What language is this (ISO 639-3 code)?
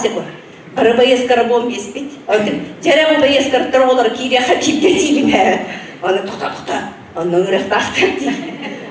sah